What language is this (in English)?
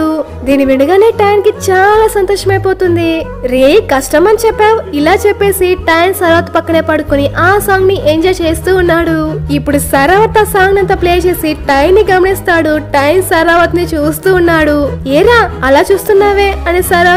Telugu